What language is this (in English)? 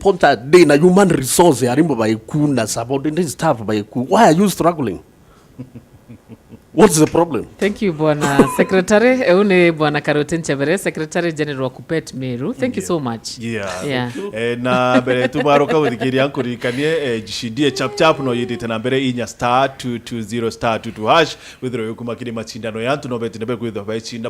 Meru